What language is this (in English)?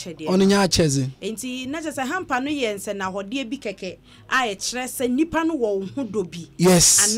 Akan